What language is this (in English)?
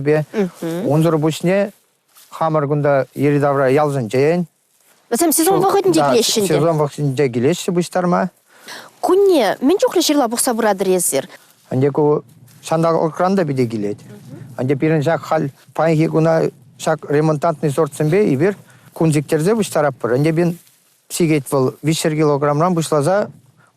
Chuvash